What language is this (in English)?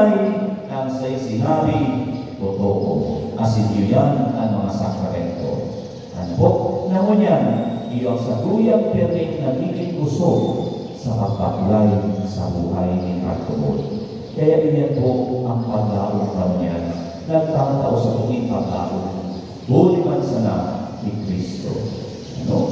Bikol